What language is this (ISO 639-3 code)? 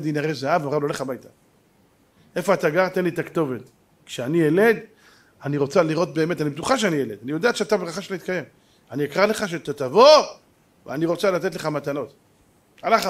heb